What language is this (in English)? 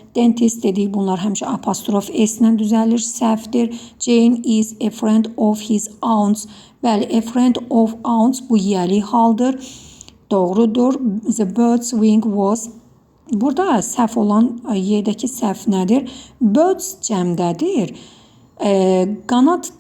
Azerbaijani